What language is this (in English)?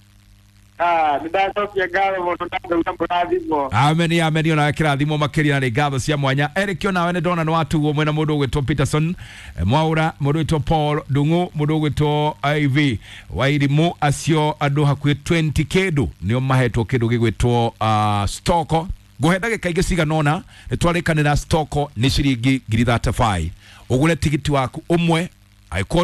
Kikuyu